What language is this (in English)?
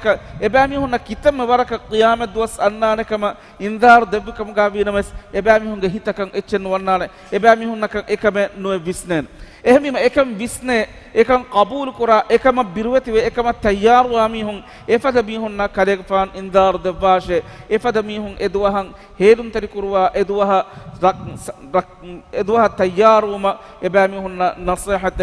Divehi